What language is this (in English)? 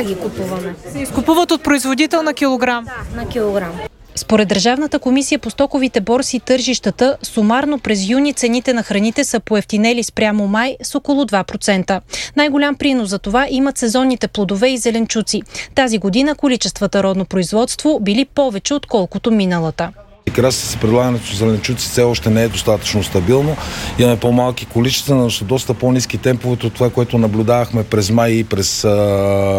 Bulgarian